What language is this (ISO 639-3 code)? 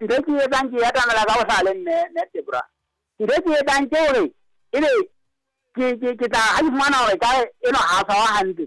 sot